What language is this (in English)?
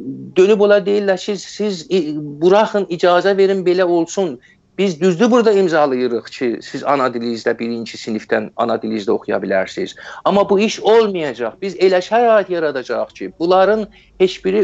South Azerbaijani